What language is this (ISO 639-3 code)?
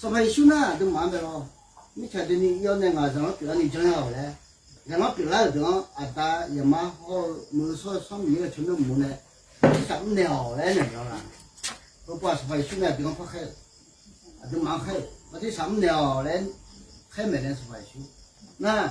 ahk